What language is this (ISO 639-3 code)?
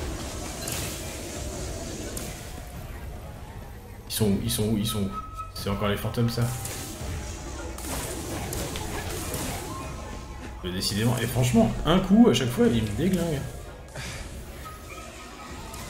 fra